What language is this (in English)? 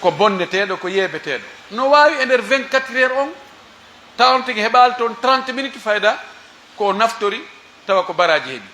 Pular